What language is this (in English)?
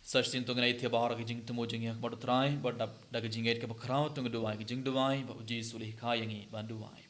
Khasi